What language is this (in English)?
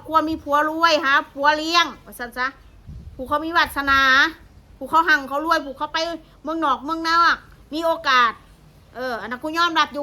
Northeastern Thai